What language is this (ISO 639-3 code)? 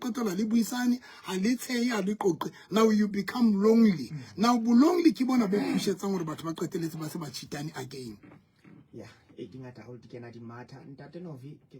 sot